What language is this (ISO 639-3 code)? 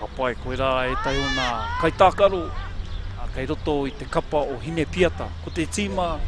mri